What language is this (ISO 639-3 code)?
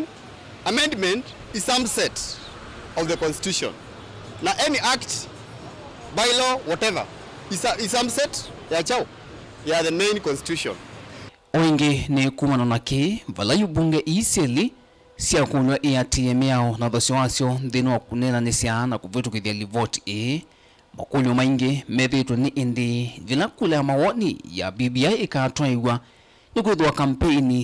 kam